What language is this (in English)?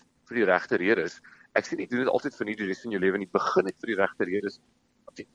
Afrikaans